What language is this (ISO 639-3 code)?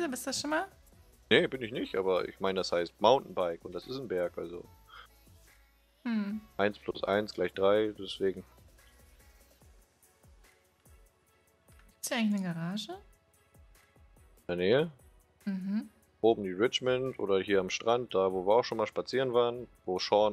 deu